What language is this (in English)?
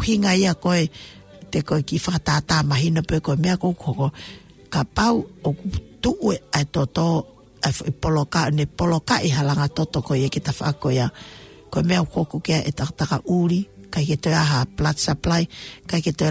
Tongan